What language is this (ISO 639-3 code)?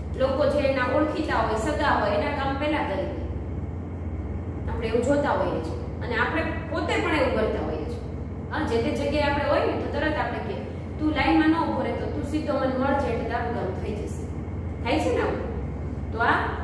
guj